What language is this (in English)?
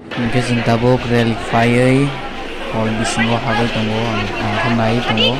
Kok Borok